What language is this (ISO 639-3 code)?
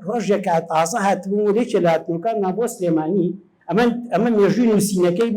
ckb